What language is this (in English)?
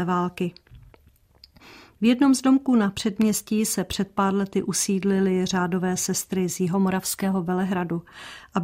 Czech